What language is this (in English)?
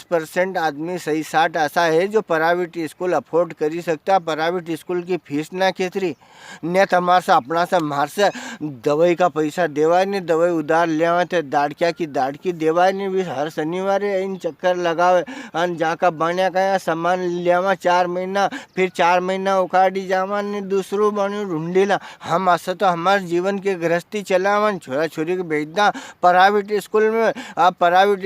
Rajasthani